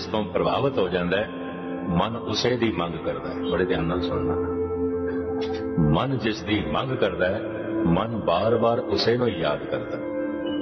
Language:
Punjabi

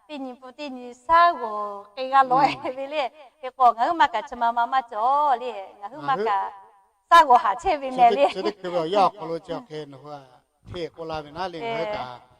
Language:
Lahu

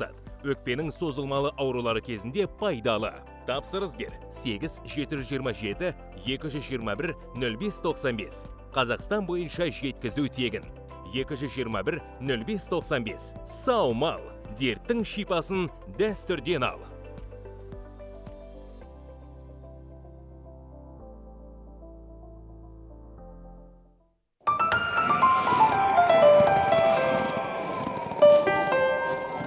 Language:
Kazakh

